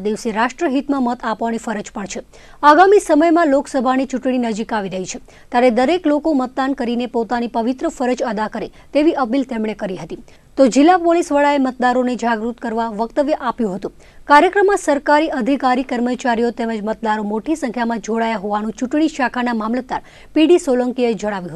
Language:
Gujarati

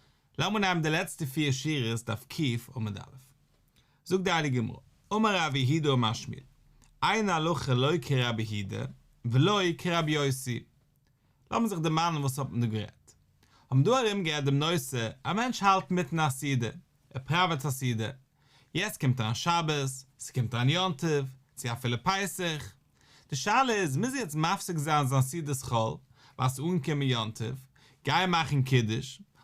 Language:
Yiddish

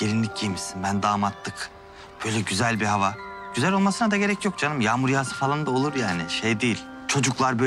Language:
Turkish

